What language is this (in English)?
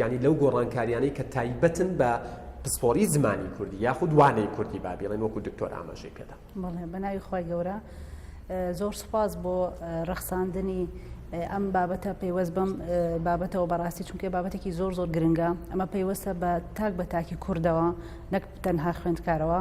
Central Kurdish